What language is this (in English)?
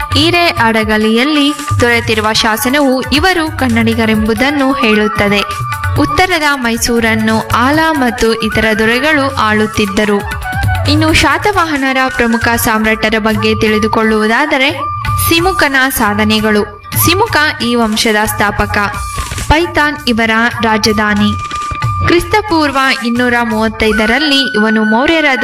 Kannada